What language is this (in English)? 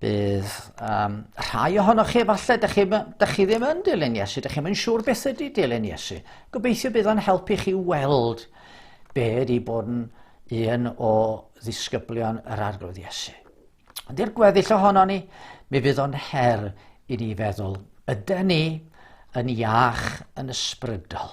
Welsh